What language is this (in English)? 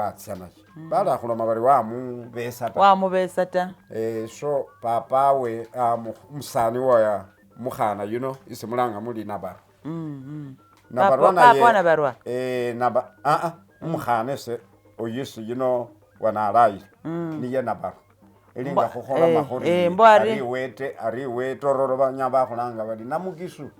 Masaaba